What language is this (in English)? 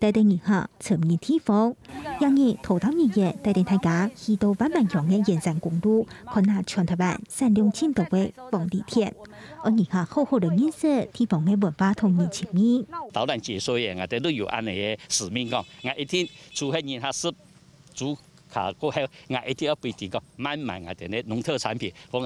Hakka Chinese